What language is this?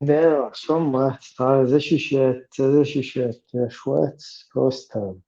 Chechen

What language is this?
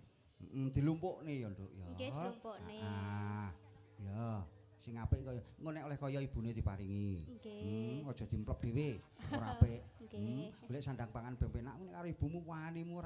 Javanese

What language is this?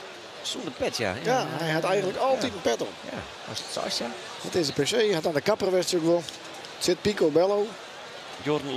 Western Frisian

